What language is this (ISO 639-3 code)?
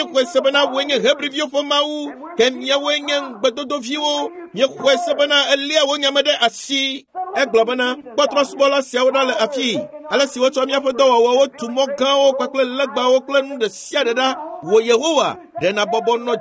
ewe